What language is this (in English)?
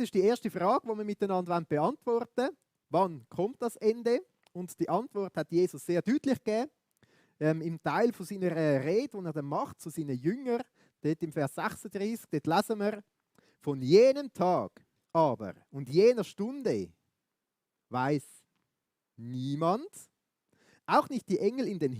Swiss German